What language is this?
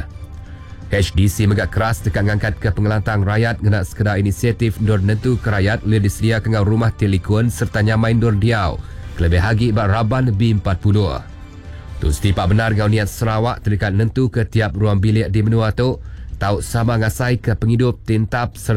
Iban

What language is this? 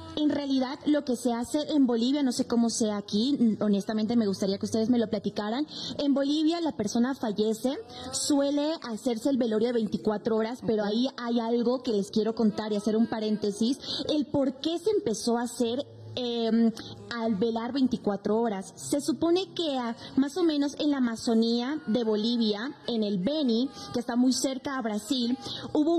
Spanish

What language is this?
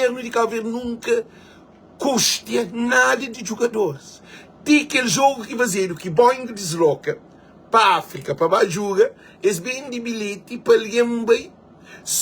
Kabuverdianu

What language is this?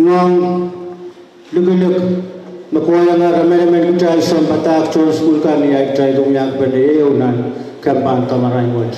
Pohnpeian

